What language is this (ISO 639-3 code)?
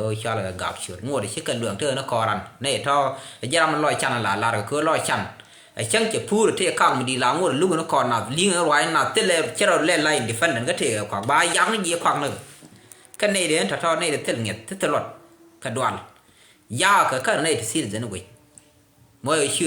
nus